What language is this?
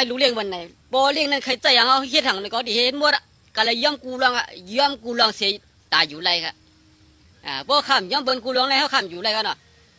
Shan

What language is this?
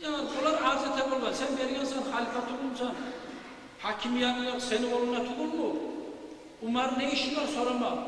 Kumyk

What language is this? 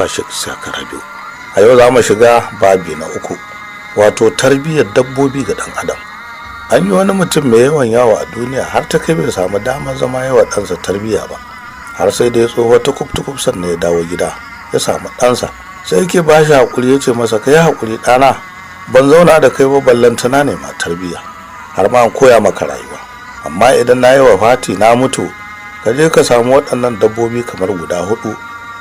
Hausa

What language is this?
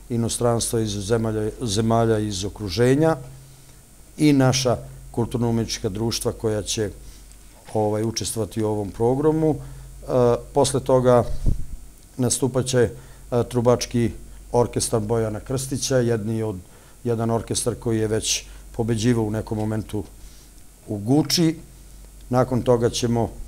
Serbian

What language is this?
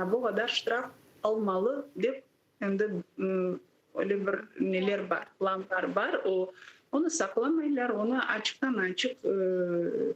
Crimean Tatar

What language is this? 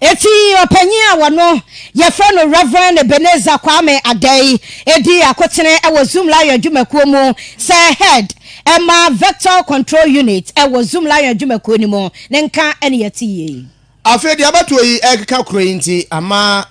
Akan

